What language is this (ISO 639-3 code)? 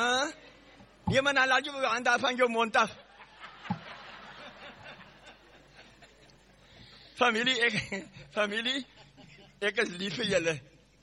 afr